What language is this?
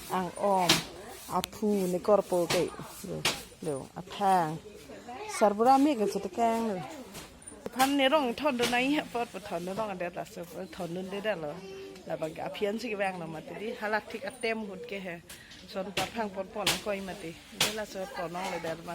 Karbi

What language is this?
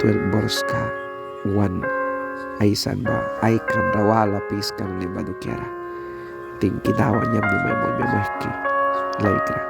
Mískito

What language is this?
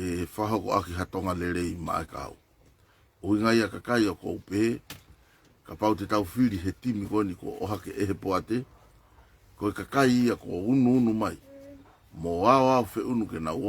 Tongan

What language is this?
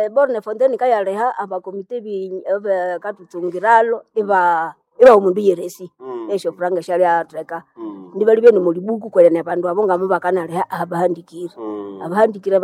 Nande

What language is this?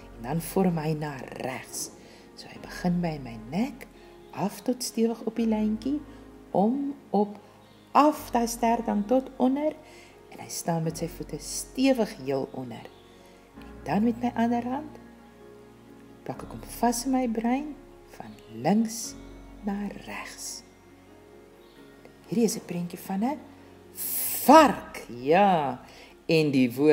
Afrikaans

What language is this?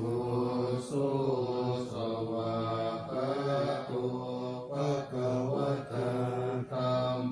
Pali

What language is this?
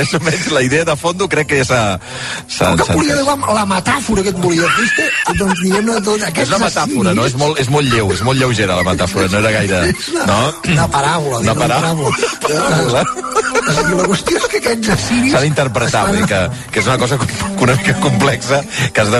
Catalan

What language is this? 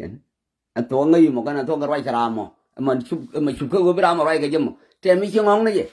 Nuer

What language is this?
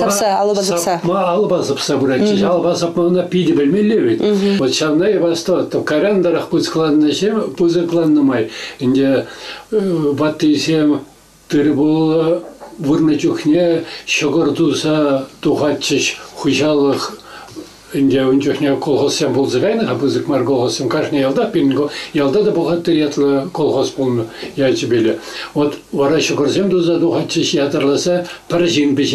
Chuvash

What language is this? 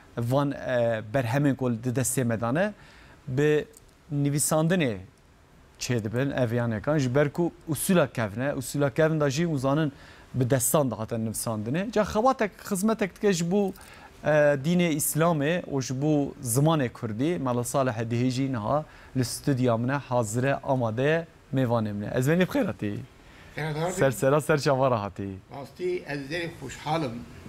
Kurdish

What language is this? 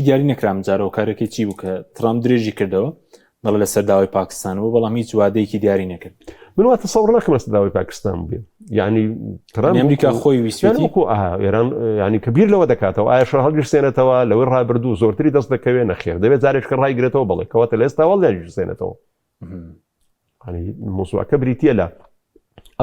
Central Kurdish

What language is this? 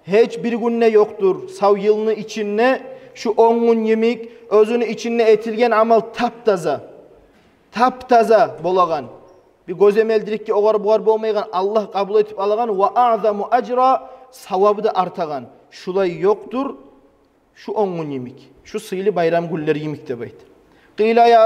Kumyk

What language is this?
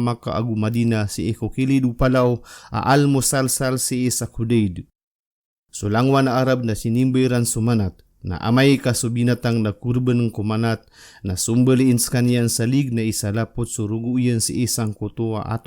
Maranao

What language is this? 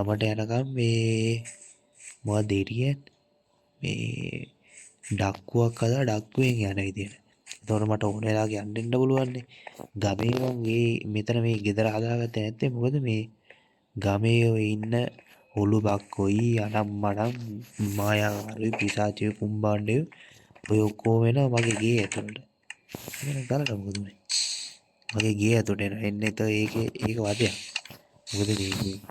Sinhala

